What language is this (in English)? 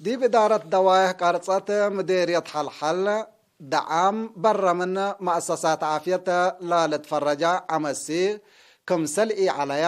Tigre